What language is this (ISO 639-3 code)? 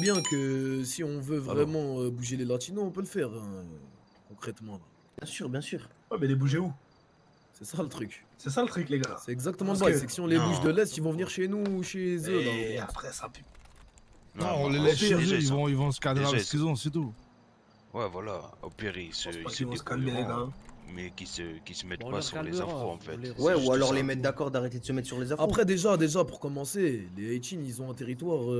fra